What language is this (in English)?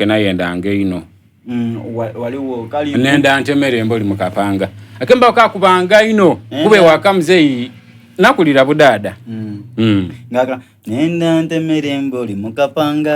Soga